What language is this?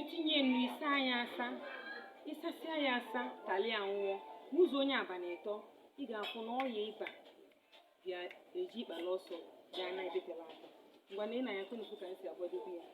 Igbo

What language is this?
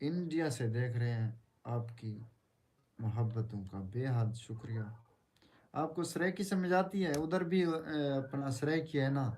Saraiki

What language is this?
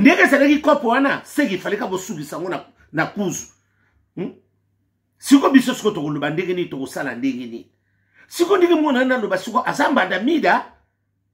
Lingala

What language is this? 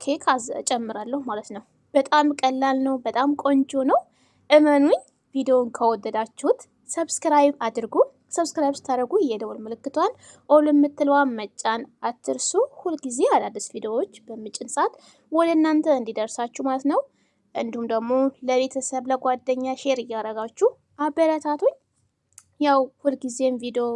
Amharic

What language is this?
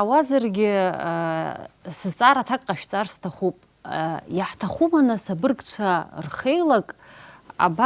Abkhazian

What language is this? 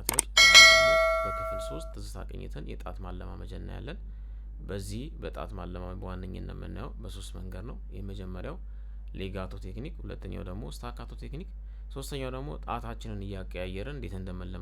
Amharic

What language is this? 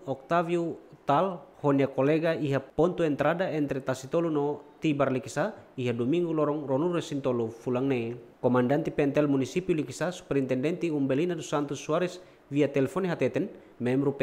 Tetum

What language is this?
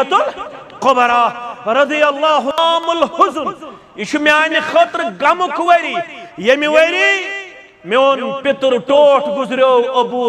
Kashmiri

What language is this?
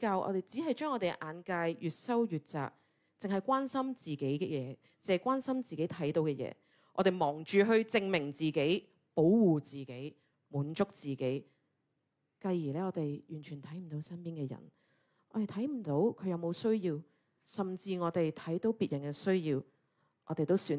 Cantonese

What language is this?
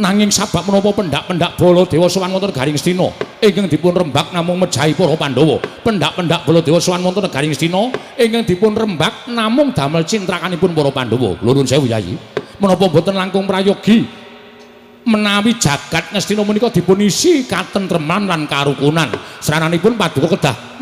Javanese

